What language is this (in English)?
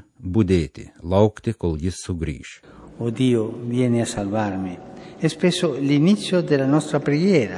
Lithuanian